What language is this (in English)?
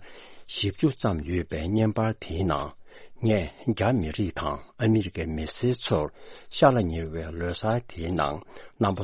Tibetan